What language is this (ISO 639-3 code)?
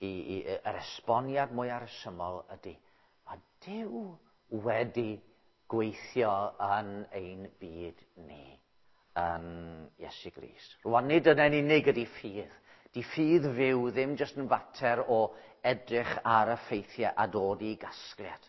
cym